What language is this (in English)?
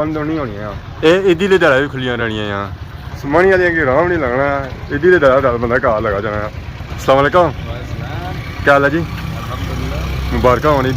Pahari-Potwari